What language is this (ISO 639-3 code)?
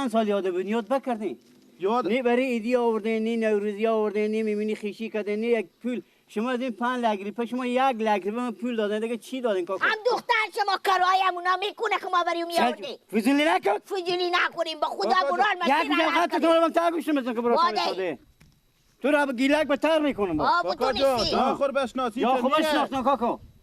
fas